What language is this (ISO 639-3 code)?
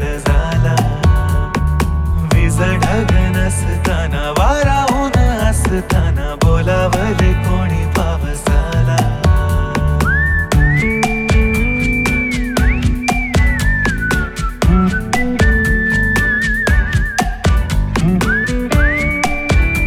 mar